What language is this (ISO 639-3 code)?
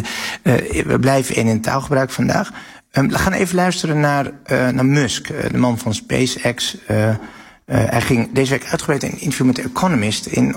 nld